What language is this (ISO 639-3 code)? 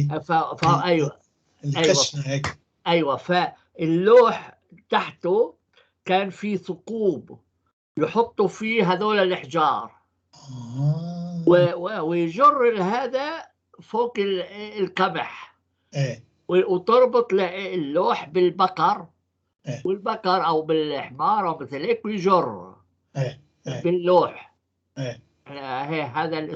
apc